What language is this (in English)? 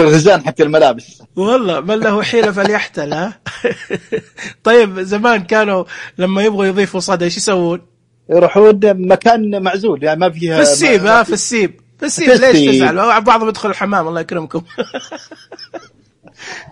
Najdi Arabic